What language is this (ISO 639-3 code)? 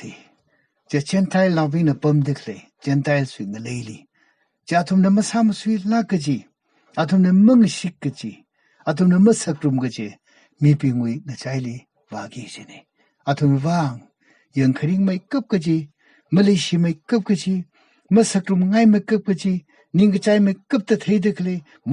nmf